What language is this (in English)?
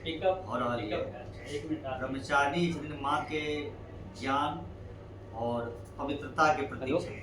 Maithili